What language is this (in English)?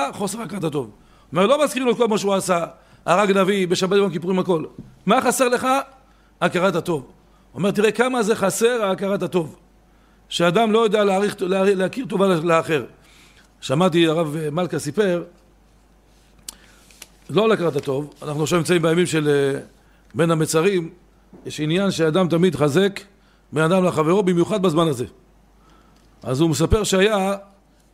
Hebrew